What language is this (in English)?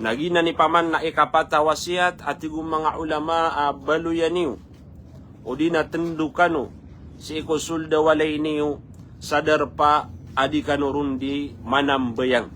Maranao